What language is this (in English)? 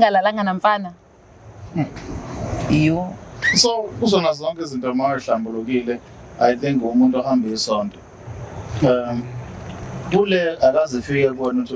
Zulu